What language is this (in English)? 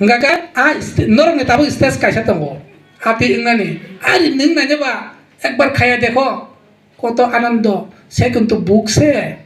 Kok Borok